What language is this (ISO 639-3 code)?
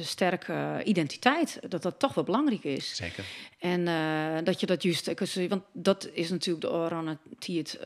fry